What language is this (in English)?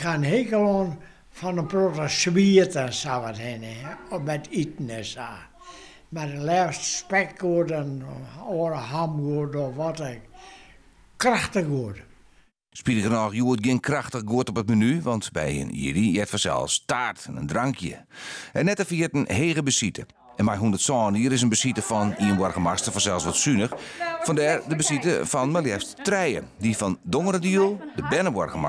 Western Frisian